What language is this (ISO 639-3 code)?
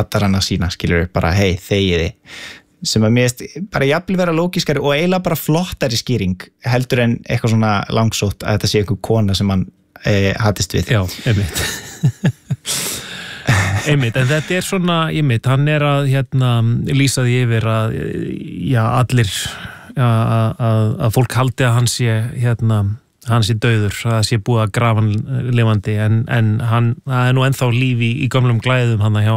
isl